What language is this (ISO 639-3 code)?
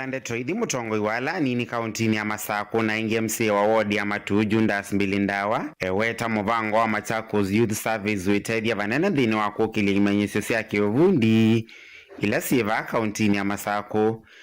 kam